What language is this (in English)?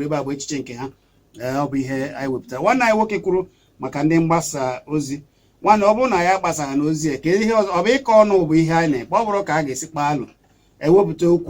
Igbo